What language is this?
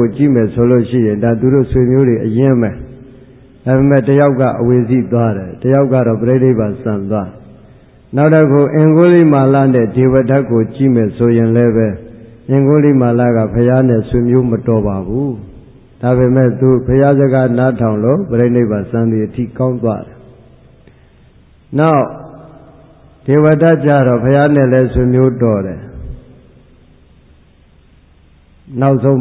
Burmese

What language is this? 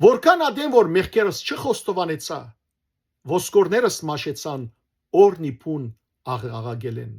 Western Armenian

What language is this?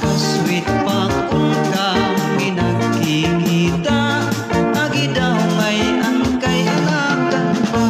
Waray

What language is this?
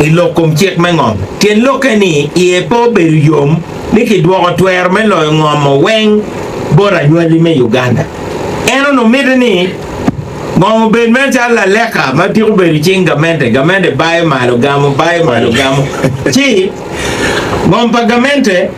Acoli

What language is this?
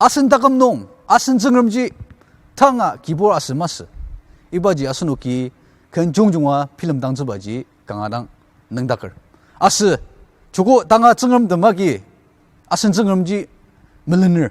Ao Naga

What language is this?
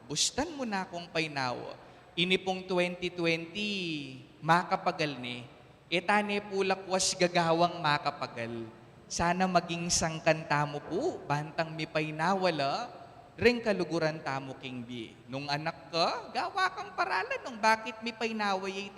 Pampanga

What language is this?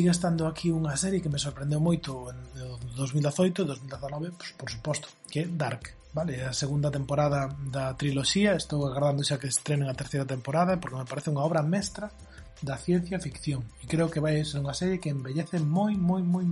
Galician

